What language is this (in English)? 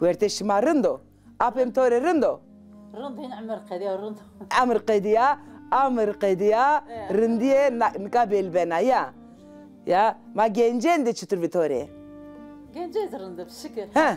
Zaza